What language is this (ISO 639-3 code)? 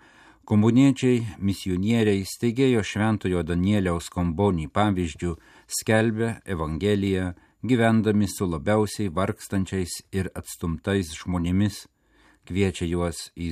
lit